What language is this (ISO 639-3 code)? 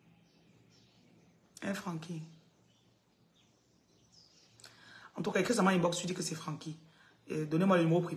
fra